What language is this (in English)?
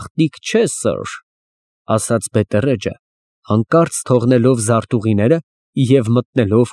Armenian